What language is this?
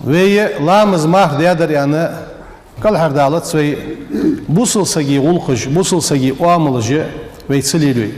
Ingush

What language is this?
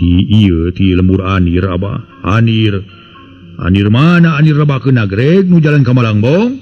Sundanese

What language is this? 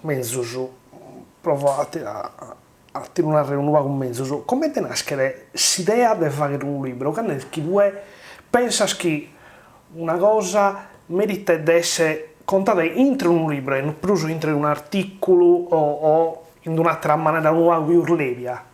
Sardinian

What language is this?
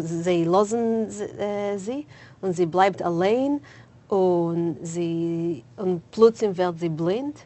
Yiddish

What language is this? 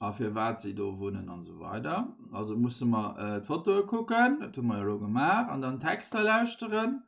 Luxembourgish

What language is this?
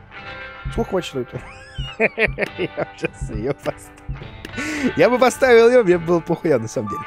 Russian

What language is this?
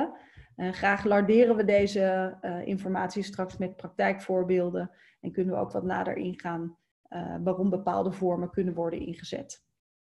Dutch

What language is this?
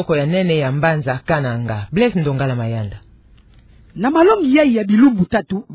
Kituba (Democratic Republic of Congo)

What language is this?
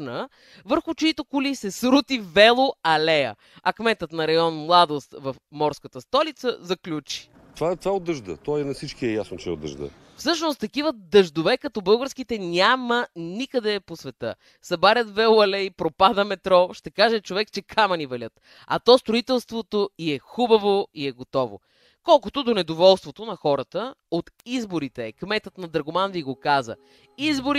Bulgarian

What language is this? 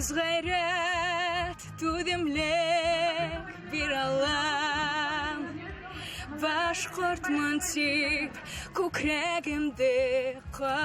Bashkir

